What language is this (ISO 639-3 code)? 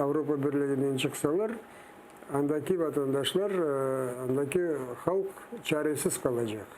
crh